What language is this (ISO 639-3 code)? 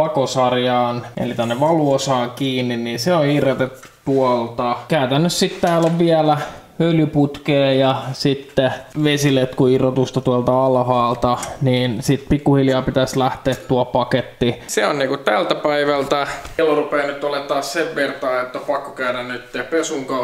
fin